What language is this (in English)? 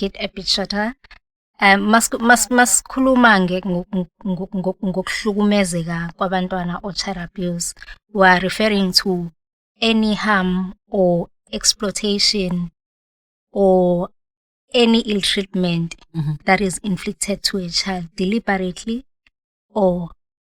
Zulu